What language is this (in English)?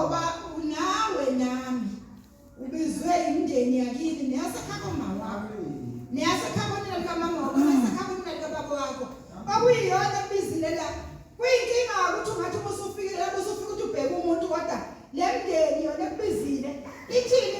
Zulu